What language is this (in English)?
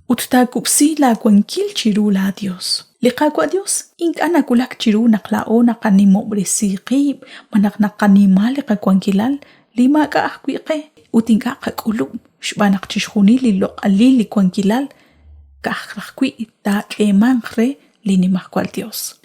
Kekchí